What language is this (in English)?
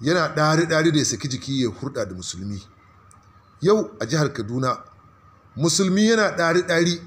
Hausa